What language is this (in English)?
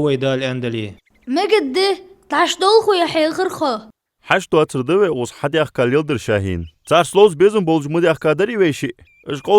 Ingush